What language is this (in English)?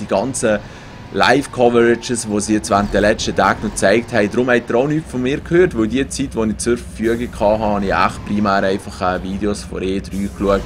Swiss German